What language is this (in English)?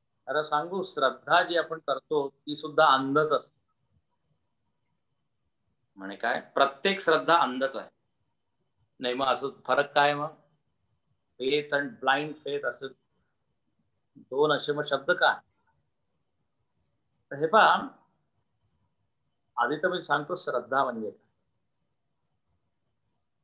Marathi